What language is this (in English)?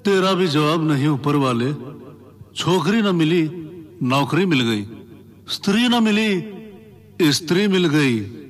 Hindi